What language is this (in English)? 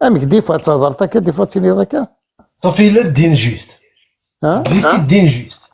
Kabyle